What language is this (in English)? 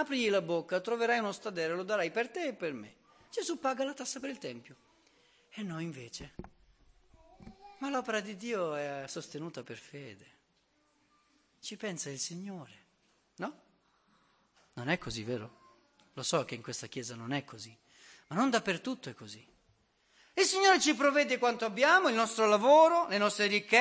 Italian